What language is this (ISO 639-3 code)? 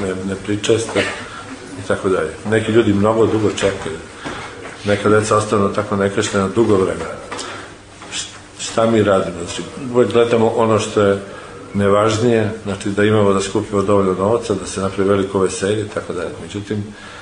srp